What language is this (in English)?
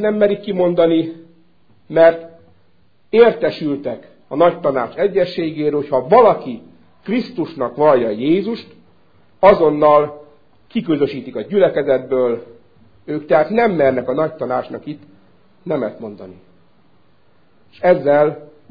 Hungarian